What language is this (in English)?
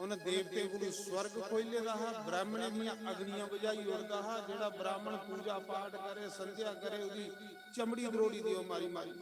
Dogri